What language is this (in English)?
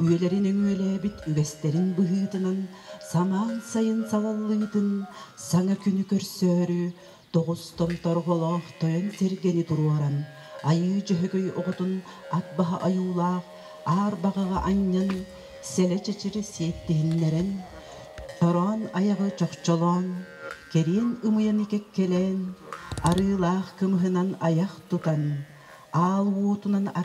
Yakut